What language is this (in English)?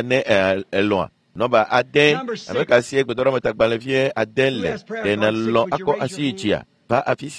Ewe